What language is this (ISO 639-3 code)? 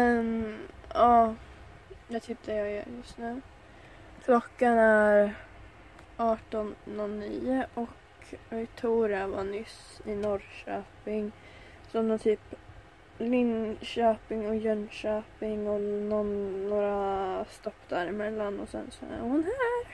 swe